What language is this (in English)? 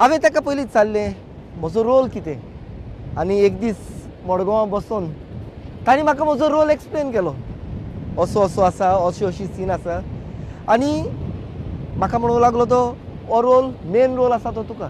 Konkani